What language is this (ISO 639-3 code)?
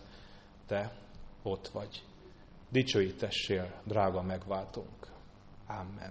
hun